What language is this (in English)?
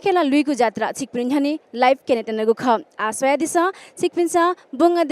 Newari